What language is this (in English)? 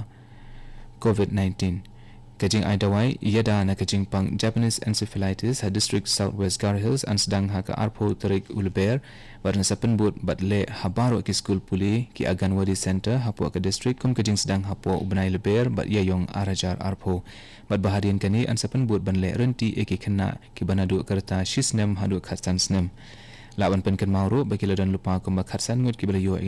Khasi